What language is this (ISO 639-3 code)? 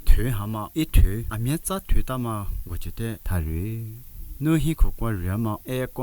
lis